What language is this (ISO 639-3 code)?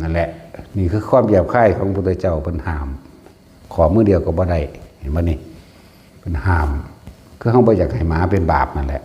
tts